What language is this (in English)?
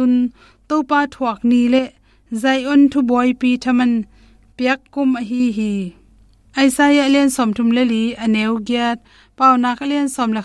Tedim Chin